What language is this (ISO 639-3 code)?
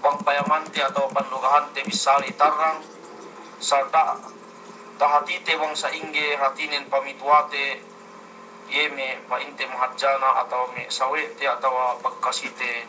yka